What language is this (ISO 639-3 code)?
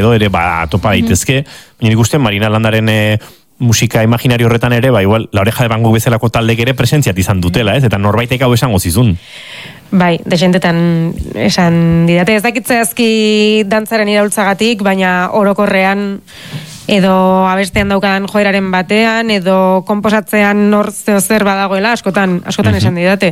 eus